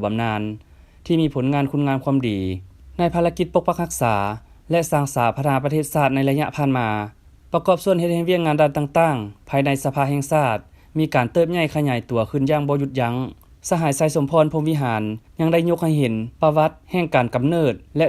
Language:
Lao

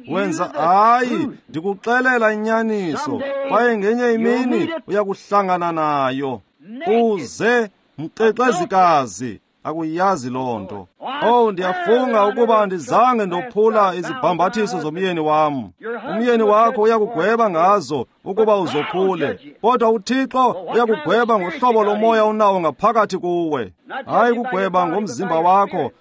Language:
Xhosa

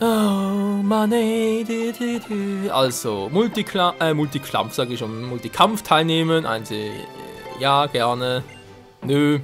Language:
Swiss German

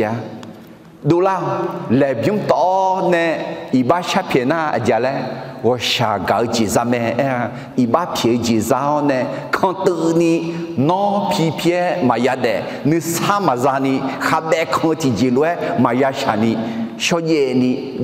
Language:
Akha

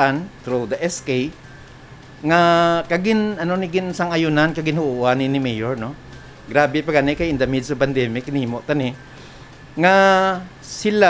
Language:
Hiligaynon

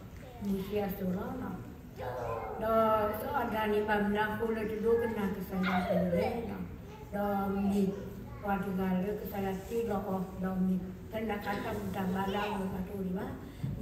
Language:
S'gaw Karen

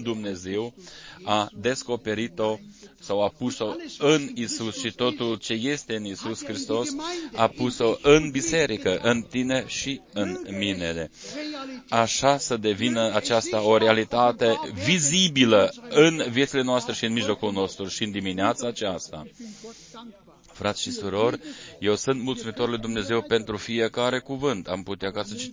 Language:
Romanian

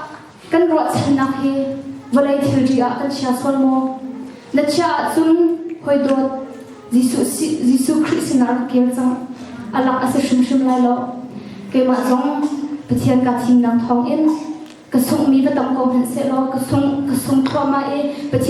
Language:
Hakha Chin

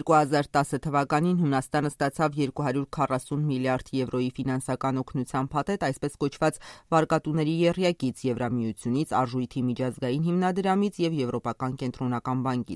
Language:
Armenian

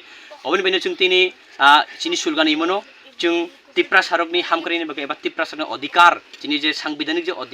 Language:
Kok Borok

